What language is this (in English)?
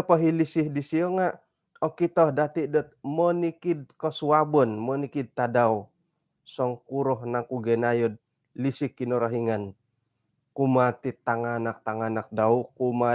Central Dusun